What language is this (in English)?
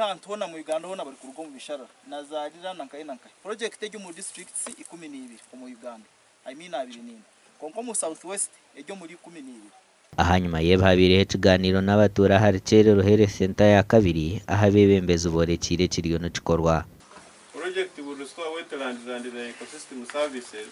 Nyankole